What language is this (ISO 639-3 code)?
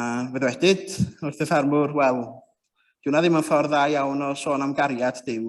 cym